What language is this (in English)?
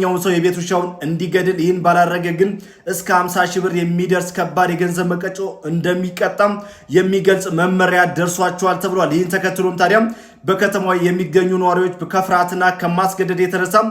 Amharic